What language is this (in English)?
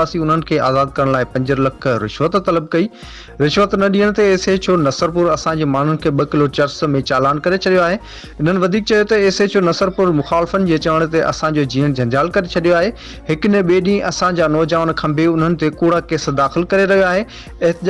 Sindhi